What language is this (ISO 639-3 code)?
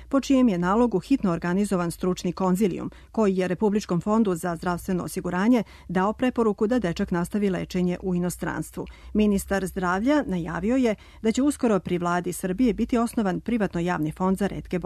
srp